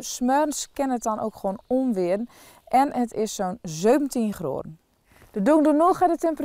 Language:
Dutch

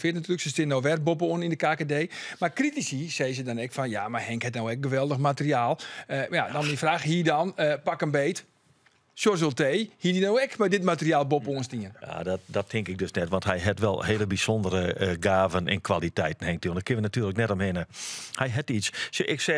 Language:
Western Frisian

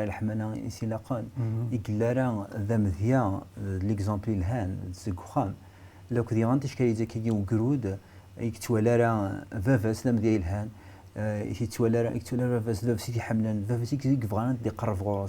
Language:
Kabyle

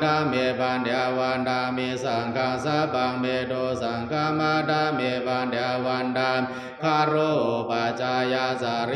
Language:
Pali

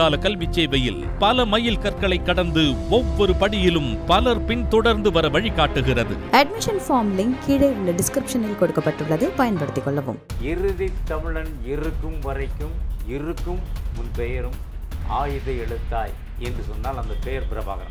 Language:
Tamil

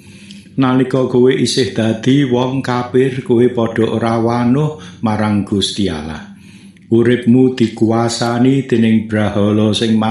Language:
Javanese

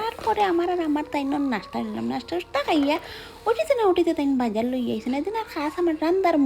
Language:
Sylheti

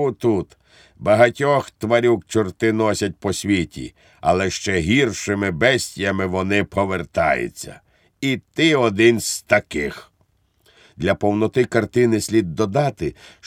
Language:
Ukrainian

